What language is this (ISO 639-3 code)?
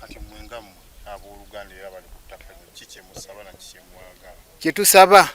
lug